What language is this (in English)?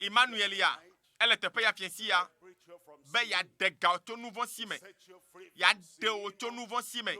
Ewe